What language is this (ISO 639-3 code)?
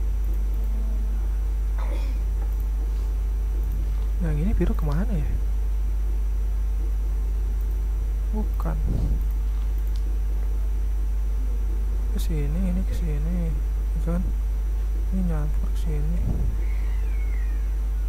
ind